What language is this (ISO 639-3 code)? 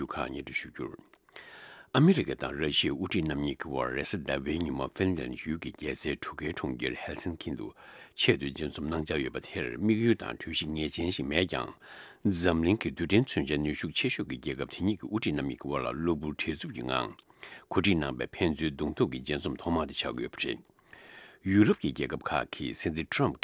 bod